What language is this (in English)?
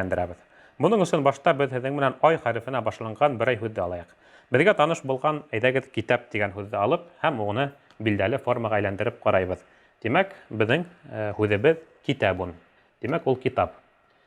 Bashkir